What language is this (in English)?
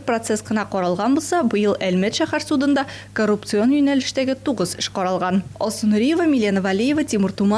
Tatar